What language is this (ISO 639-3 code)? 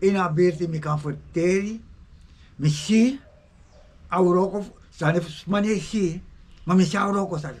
srn